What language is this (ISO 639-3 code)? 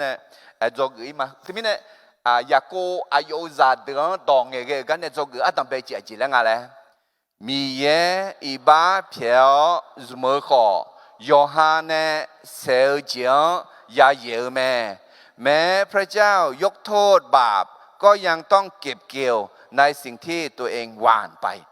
ahk